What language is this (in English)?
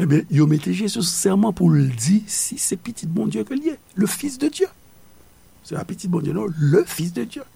Haitian Creole